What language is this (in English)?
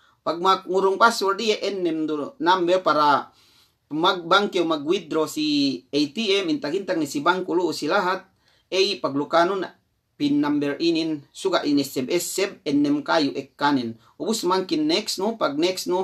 Yakan